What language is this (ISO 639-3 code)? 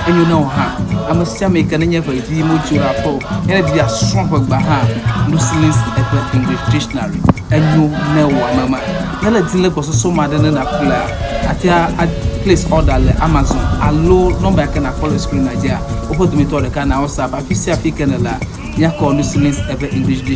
ewe